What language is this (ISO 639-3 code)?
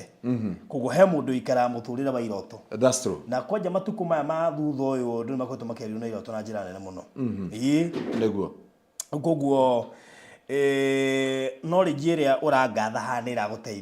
kik